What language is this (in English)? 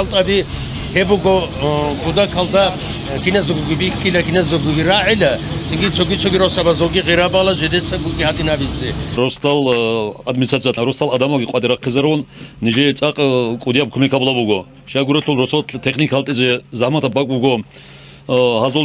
Avaric